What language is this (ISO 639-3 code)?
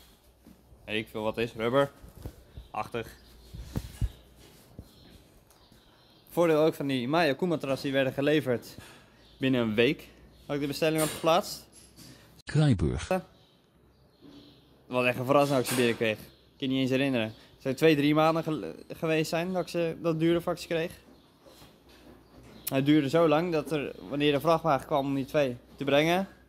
nld